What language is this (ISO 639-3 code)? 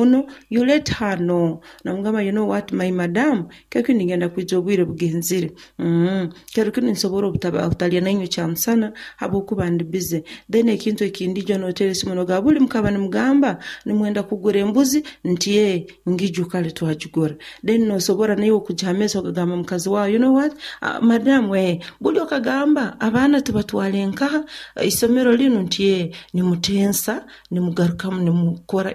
nyo